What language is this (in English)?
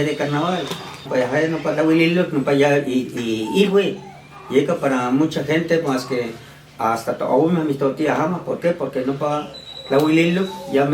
Western Huasteca Nahuatl